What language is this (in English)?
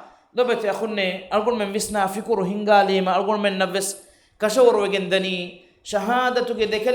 Divehi